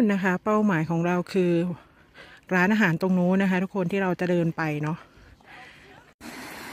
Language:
Thai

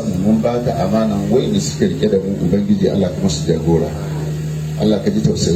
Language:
Hausa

